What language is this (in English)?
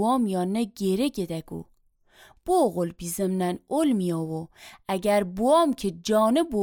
Azerbaijani